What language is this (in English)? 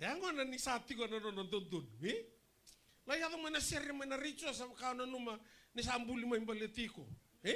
Fijian